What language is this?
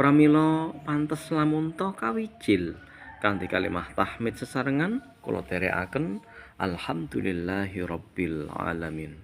Javanese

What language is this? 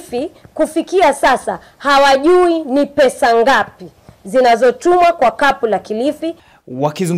Swahili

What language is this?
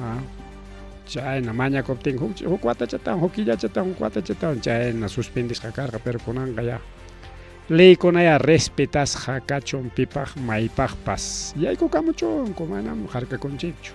Ayacucho Quechua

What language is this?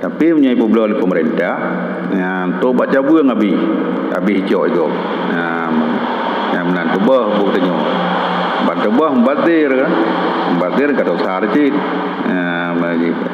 Achinese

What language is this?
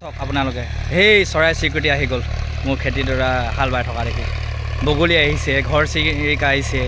Assamese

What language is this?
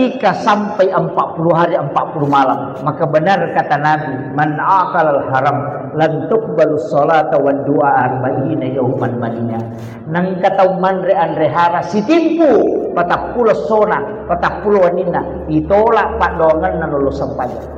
Buginese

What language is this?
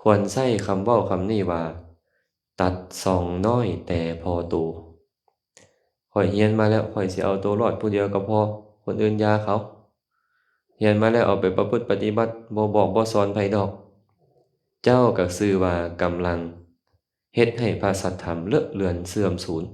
Lao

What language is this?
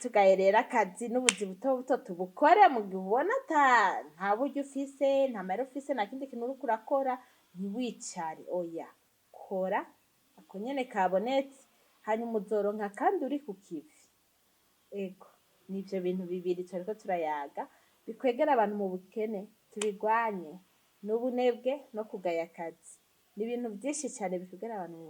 Rundi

